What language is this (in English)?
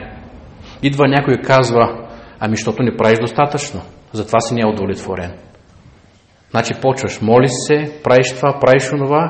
Bulgarian